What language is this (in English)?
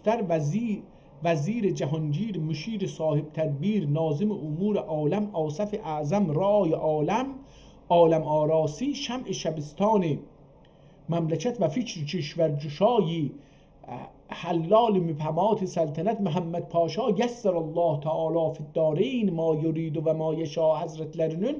South Azerbaijani